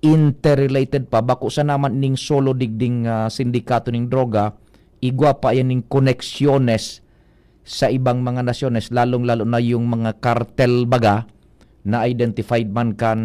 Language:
Bikol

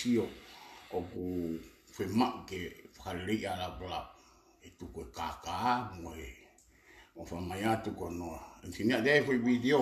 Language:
Tongan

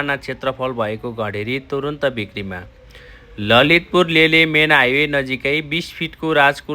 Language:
Nepali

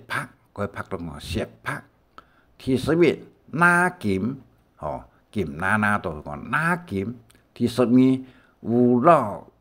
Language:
Hakka Chinese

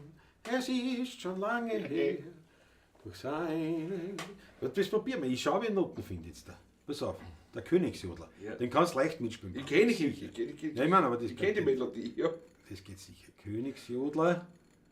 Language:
Bavarian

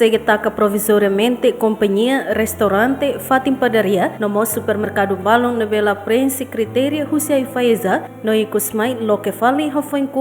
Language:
Tetum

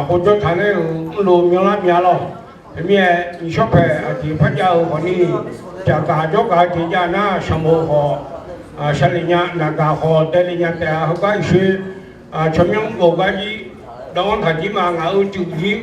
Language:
Akha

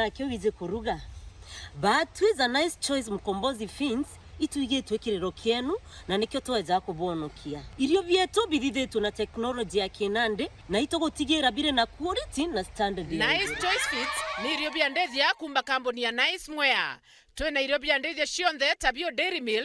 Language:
Meru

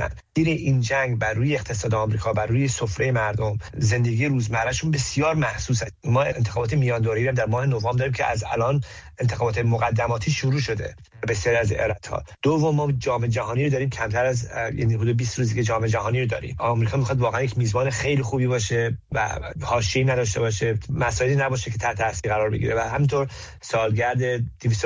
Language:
Persian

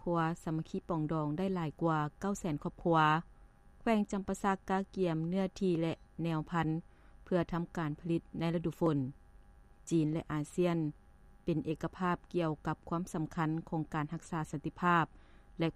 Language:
Lao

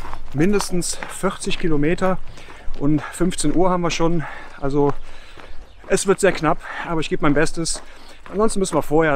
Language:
German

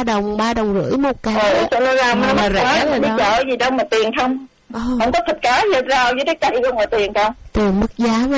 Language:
Vietnamese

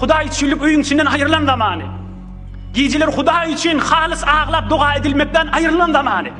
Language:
Turkmen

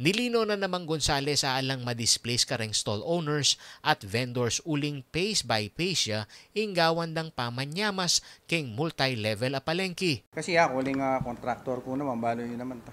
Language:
Pampanga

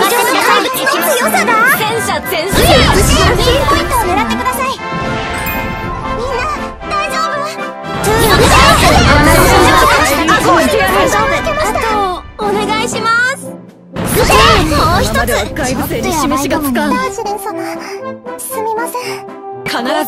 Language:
Japanese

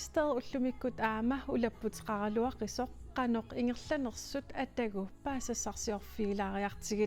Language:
Kalaallisut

